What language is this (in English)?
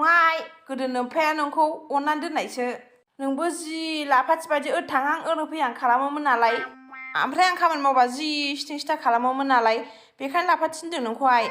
Bodo